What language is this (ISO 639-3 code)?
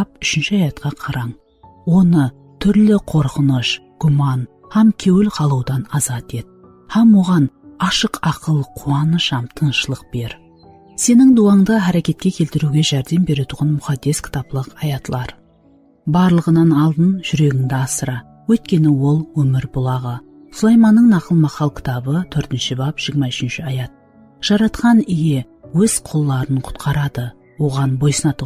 kaa